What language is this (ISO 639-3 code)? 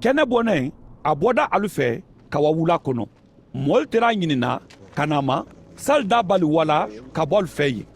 man